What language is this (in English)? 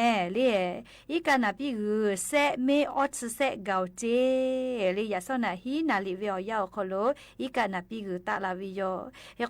Lahu